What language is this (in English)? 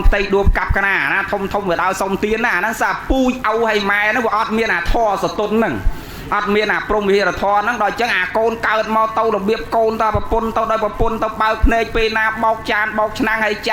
Khmer